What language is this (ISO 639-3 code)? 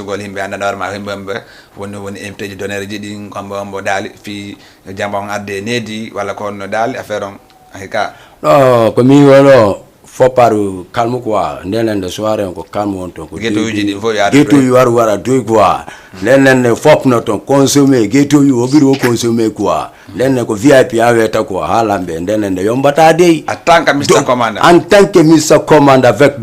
ful